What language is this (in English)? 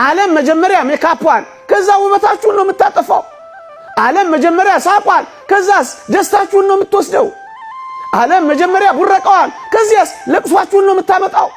Amharic